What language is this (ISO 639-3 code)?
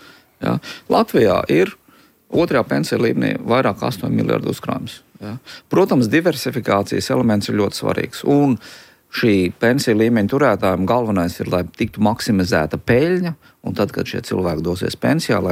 lav